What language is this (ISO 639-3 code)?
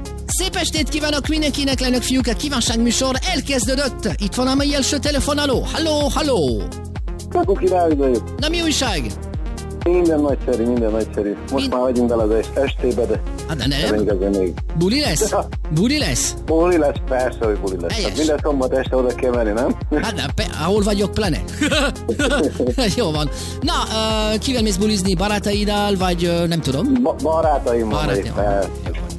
hun